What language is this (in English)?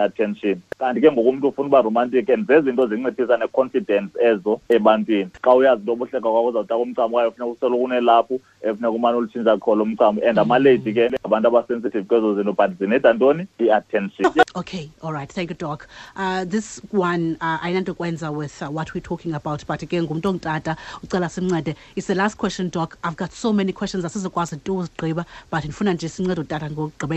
Xhosa